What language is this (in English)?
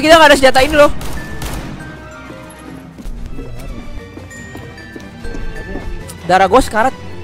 Indonesian